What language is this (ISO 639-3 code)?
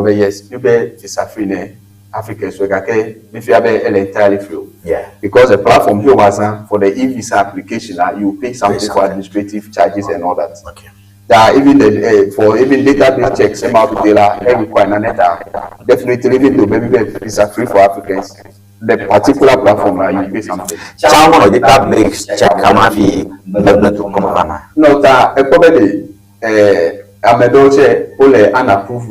ewe